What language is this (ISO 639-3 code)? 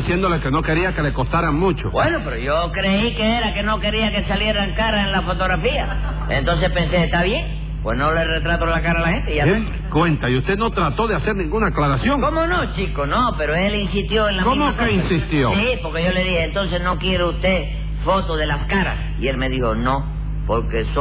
spa